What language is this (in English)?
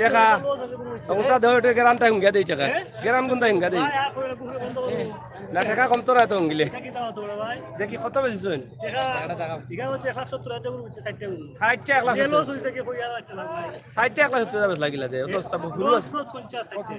Sylheti